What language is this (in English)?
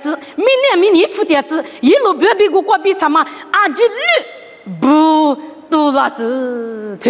Lisu